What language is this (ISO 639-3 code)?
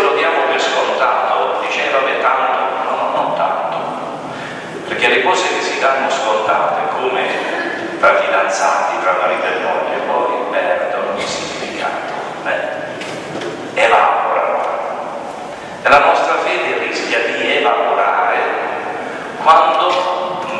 ita